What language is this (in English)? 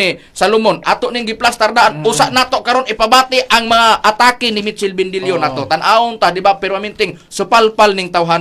Cebuano